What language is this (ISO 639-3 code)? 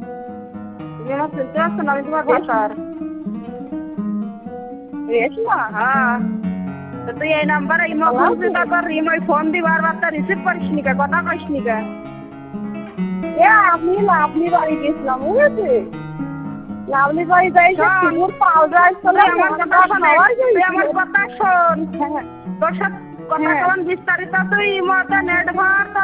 ben